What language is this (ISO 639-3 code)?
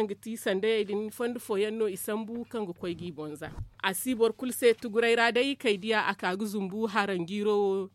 dje